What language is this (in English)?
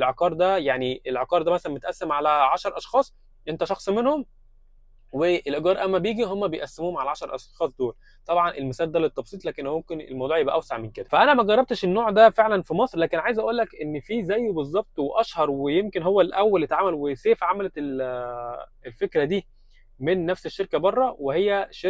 Egyptian Arabic